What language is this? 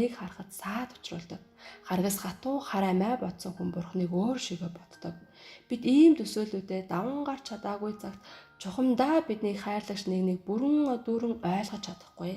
Mongolian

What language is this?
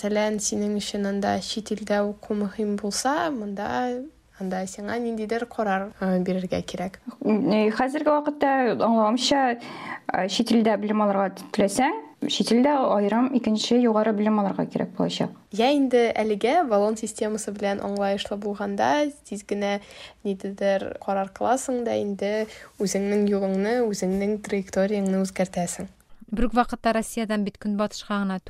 Tatar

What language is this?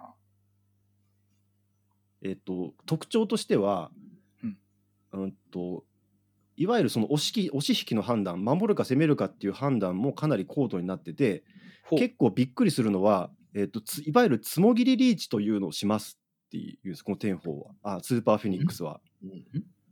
Japanese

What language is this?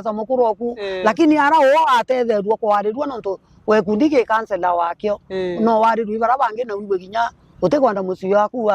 Meru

